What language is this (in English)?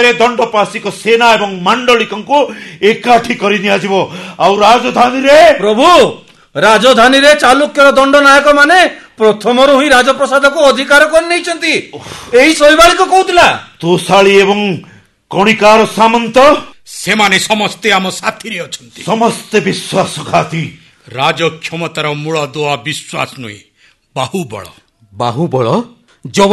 Odia